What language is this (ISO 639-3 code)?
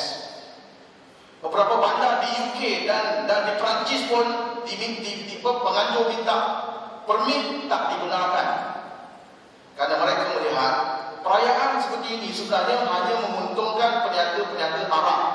msa